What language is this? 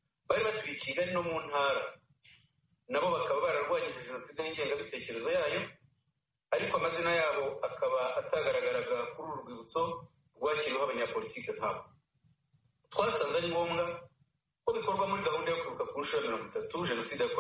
Kinyarwanda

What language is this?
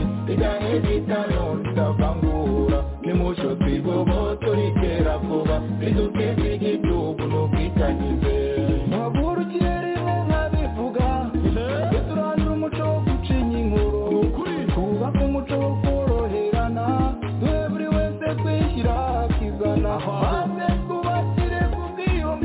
Kinyarwanda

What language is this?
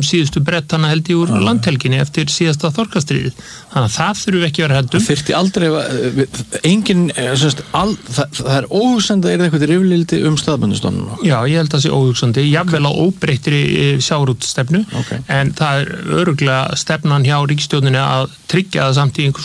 Icelandic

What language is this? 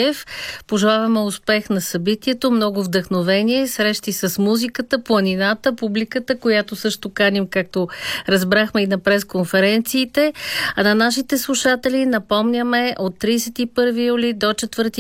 Bulgarian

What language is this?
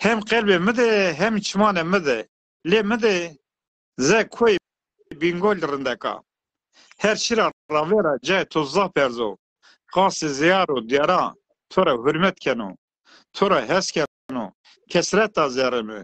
Zaza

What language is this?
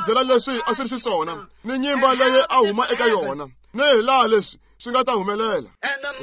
Tsonga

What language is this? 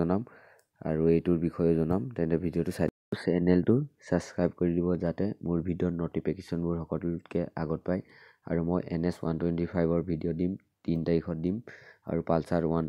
Assamese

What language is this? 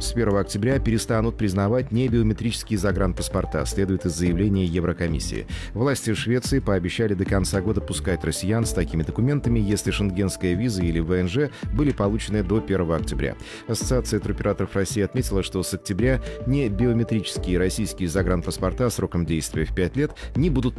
Russian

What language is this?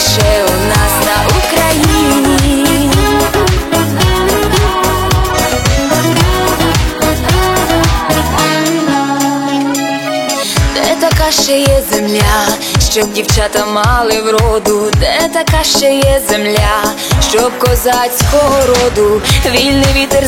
Ukrainian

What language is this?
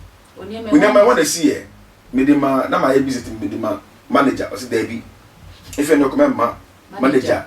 Akan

